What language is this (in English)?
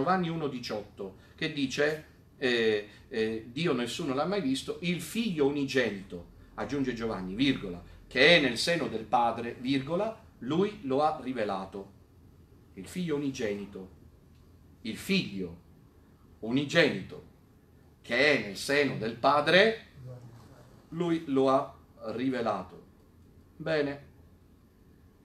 Italian